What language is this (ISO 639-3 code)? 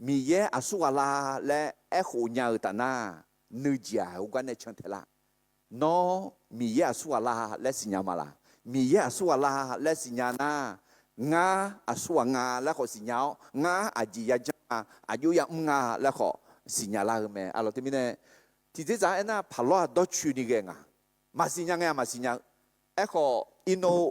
ahk